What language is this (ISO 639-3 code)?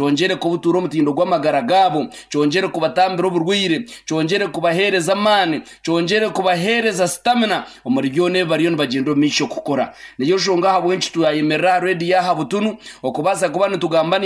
nyn